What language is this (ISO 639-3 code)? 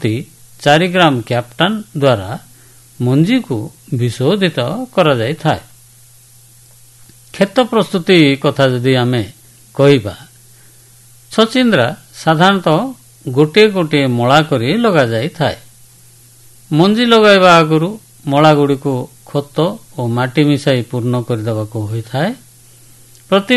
ori